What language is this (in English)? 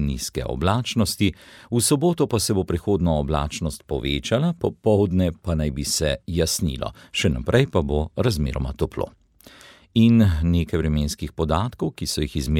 Slovenian